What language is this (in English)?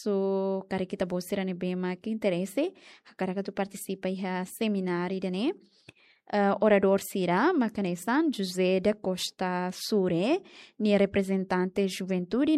Tetum